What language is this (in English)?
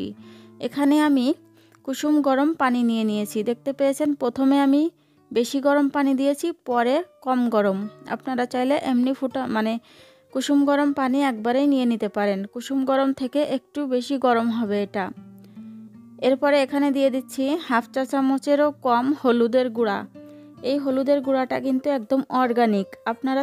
Bangla